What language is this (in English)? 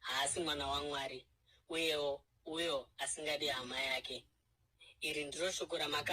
Shona